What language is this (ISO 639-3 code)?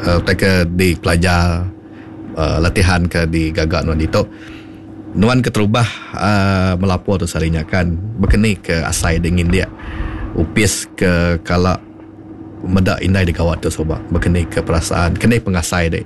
iba